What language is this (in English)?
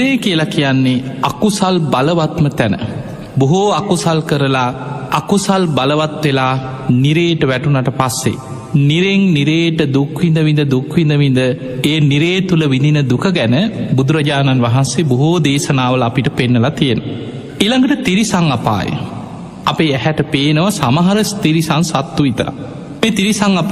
Sinhala